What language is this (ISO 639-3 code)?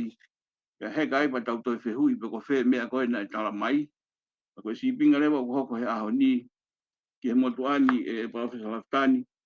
ton